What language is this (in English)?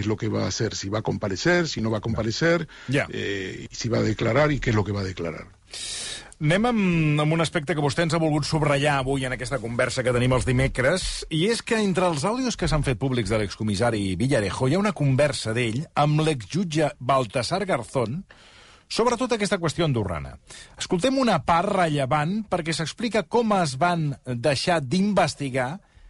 Catalan